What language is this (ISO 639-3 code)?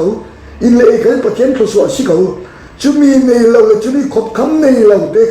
cfm